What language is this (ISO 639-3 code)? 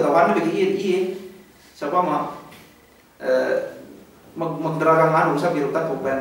yka